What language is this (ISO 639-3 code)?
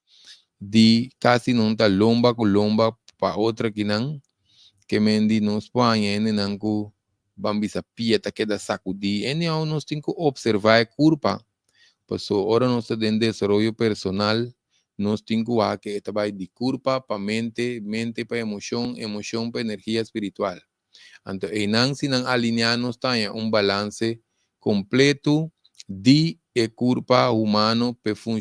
pap